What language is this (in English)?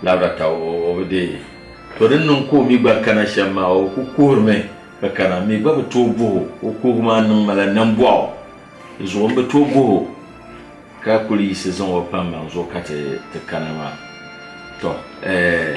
Dagbani